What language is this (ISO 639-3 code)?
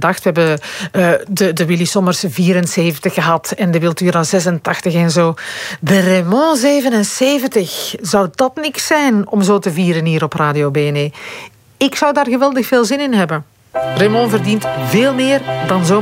nld